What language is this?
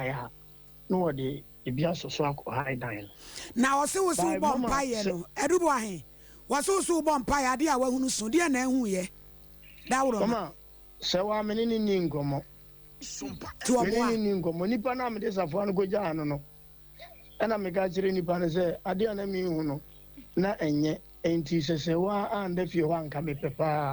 Akan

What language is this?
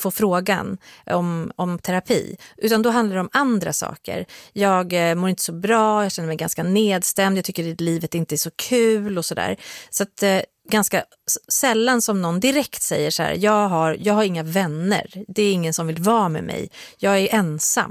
Swedish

